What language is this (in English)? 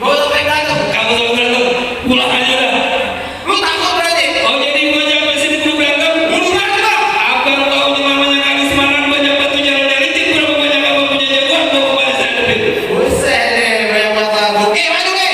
Betawi